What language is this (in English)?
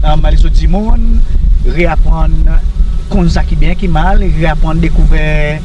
Seselwa Creole French